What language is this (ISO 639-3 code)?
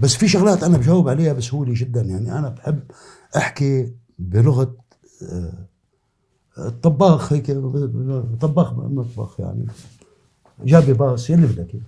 apc